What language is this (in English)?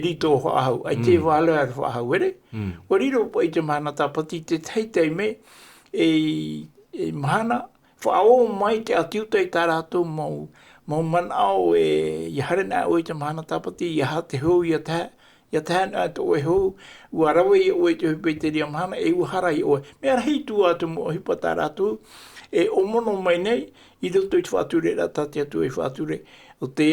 Tahitian